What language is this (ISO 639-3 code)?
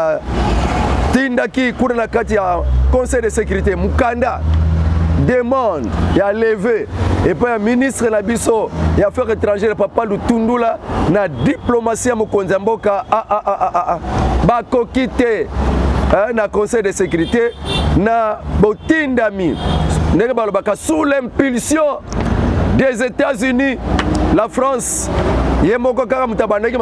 lin